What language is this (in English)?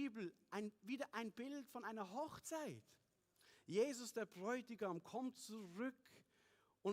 Swiss German